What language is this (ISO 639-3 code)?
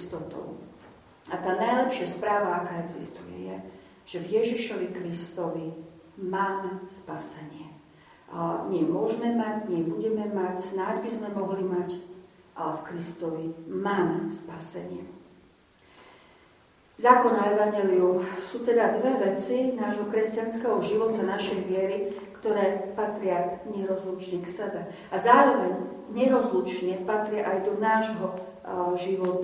slk